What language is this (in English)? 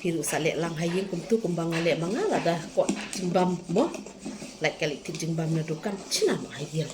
Khasi